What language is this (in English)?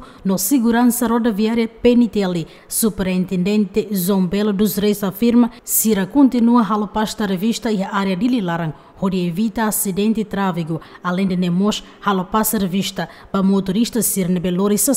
Tetum